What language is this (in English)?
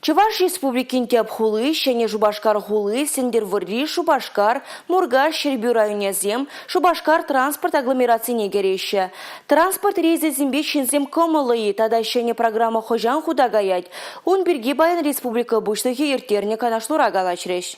Chuvash